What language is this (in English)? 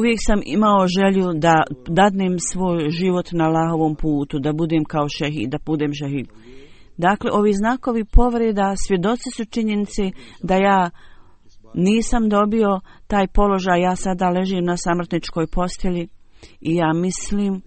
Bosnian